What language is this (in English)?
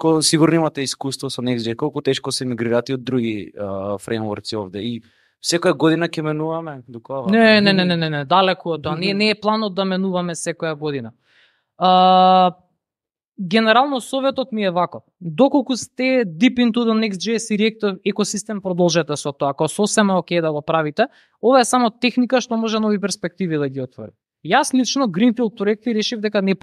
Macedonian